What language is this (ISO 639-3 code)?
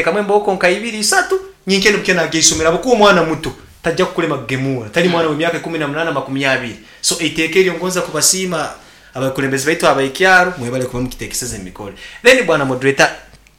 nyn